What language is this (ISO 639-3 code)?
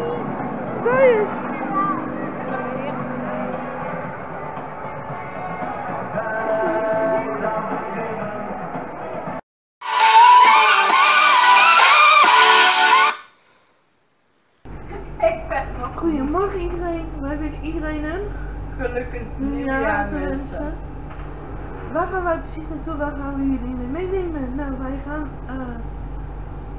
nld